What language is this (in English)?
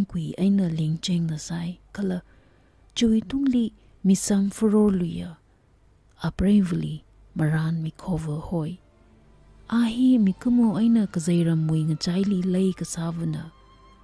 Tangkhul Naga (India)